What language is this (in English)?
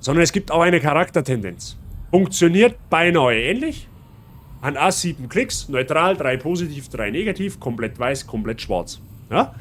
Bavarian